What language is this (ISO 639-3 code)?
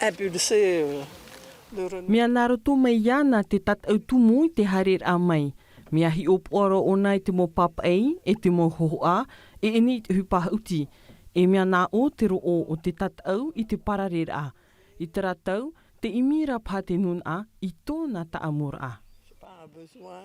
tah